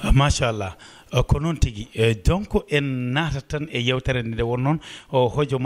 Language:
Fula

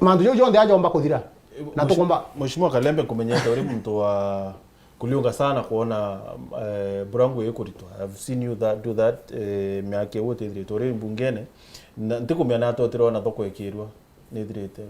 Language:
Meru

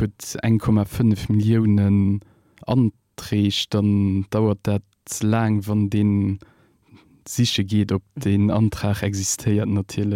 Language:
Luxembourgish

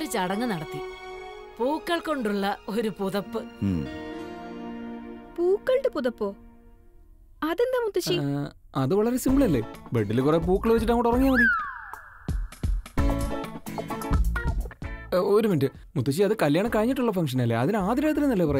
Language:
Malayalam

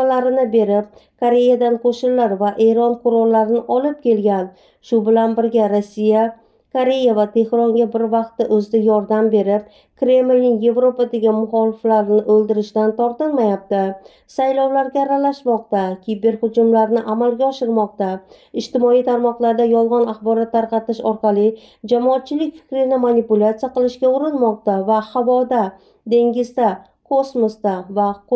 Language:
Uzbek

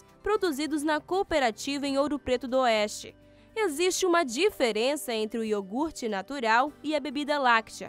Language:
Portuguese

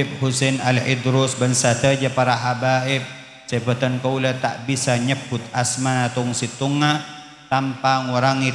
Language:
Madurese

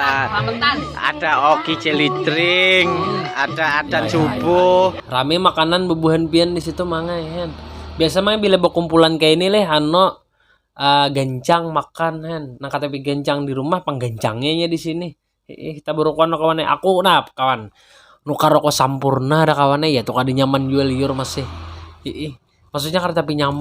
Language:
Banjar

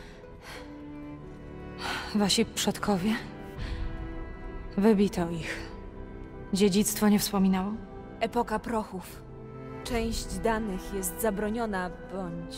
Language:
Polish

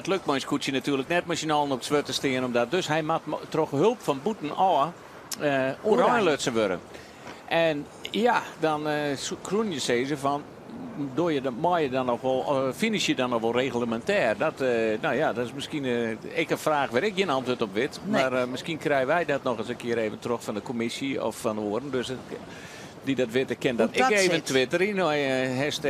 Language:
Western Frisian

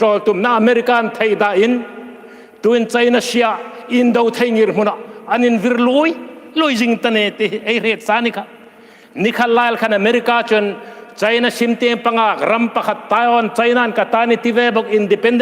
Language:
Hmar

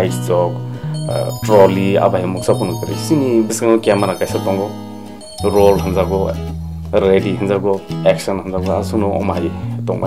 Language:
Kok Borok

